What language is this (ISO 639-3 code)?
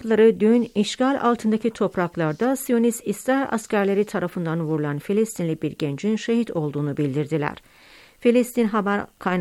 tur